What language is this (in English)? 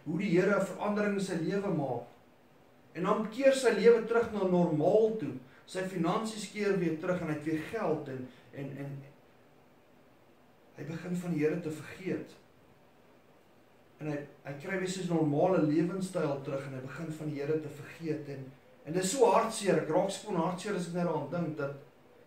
Afrikaans